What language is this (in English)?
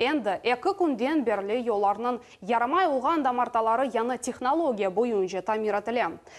Crimean Tatar